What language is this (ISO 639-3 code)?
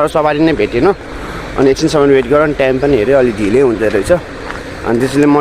nep